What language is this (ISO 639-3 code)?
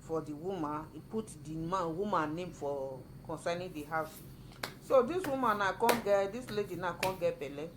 pcm